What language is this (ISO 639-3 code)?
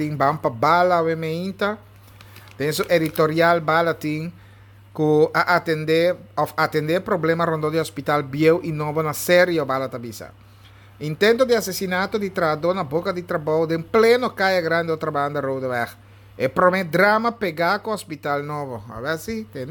pap